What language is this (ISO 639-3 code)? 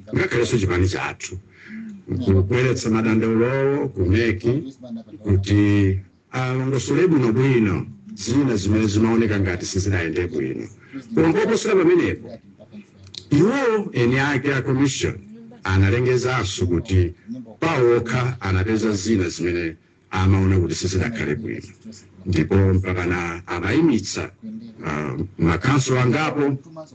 nya